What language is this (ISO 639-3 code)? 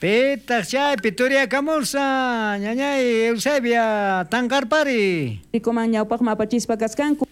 quh